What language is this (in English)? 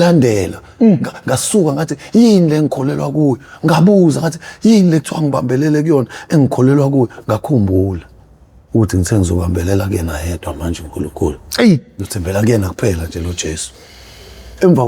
Zulu